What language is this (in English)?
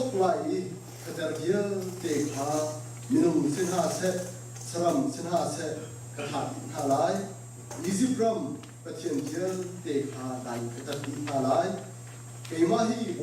Hakha Chin